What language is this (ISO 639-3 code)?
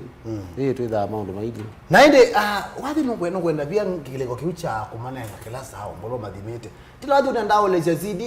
kam